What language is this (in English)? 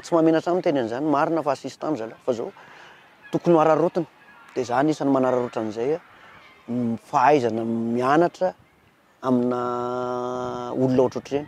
Malagasy